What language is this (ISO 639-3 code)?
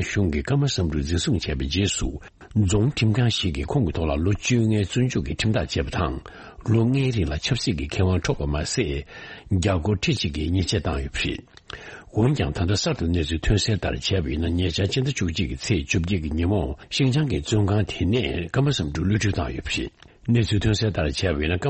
bod